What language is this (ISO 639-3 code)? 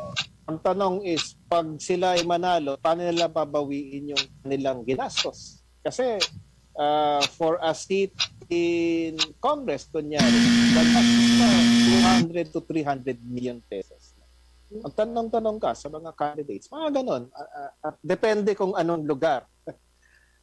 fil